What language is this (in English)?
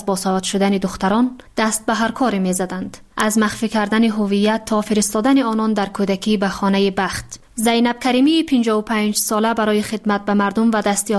Persian